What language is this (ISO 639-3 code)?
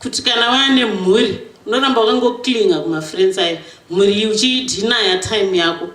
sna